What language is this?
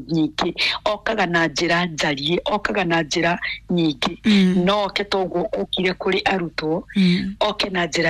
Kikuyu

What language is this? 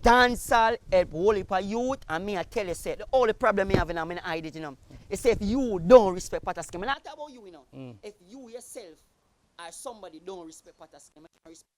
Jamaican Creole English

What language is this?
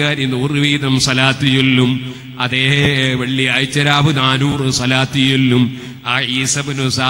Malayalam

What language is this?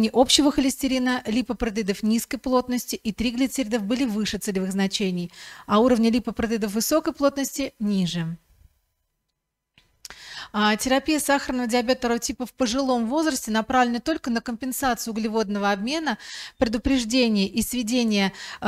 Russian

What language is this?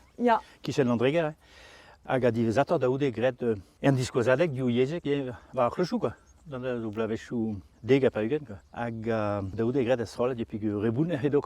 Breton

